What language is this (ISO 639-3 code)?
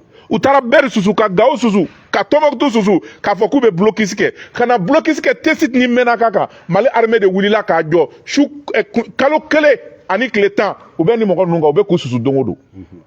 bam